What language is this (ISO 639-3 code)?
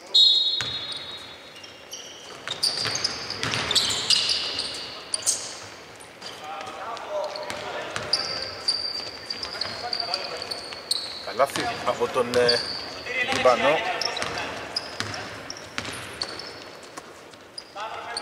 ell